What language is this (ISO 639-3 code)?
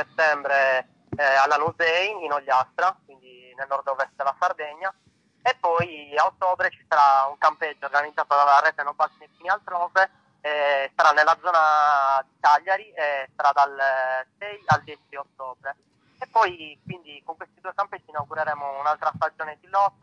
ita